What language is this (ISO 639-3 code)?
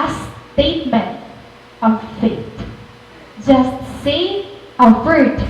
war